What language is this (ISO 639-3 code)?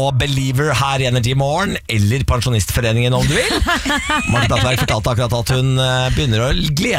nor